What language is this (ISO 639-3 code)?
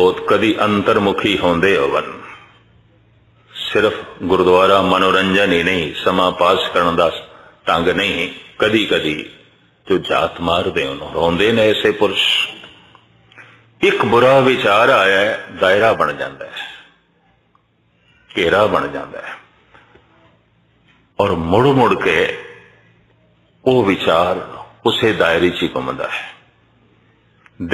pan